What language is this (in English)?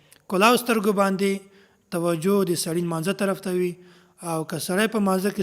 Pashto